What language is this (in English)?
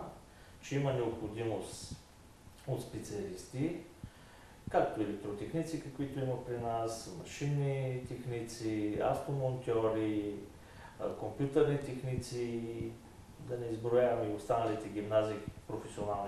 Bulgarian